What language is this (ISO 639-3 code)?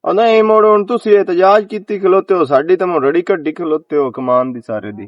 lah